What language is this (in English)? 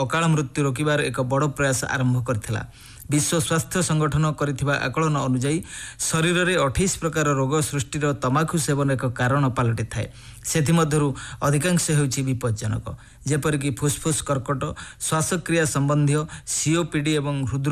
Odia